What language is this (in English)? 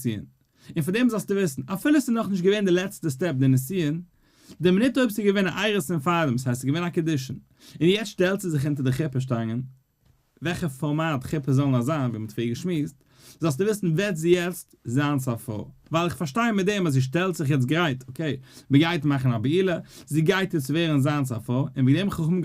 Yiddish